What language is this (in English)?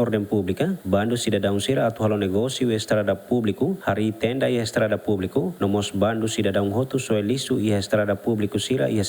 Tetum